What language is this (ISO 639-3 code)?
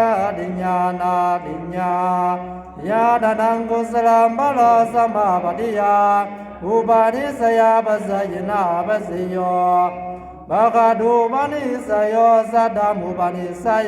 pli